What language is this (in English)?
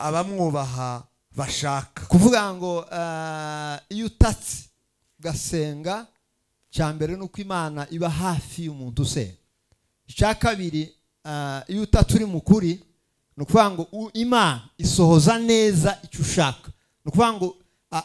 Kinyarwanda